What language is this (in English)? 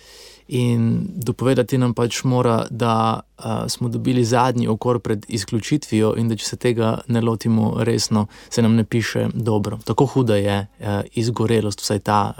Slovenian